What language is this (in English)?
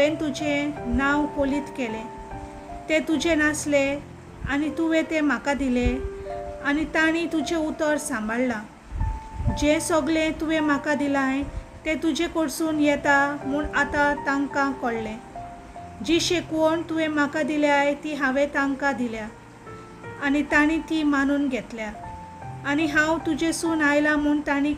Konkani